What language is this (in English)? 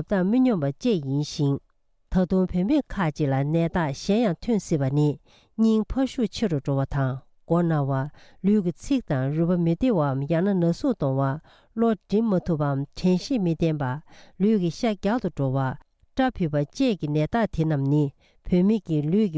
Tibetan